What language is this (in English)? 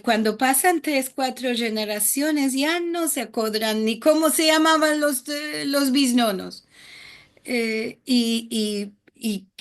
Ladino